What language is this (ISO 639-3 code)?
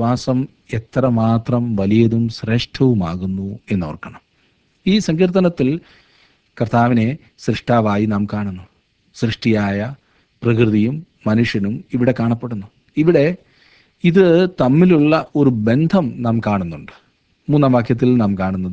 mal